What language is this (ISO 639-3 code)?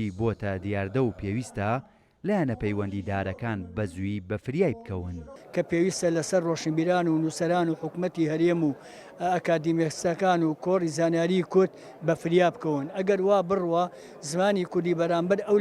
ckb